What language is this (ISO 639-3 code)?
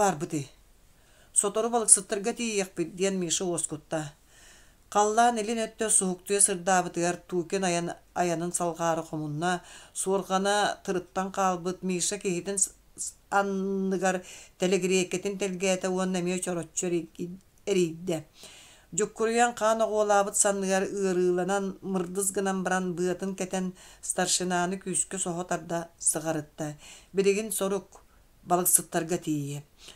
sah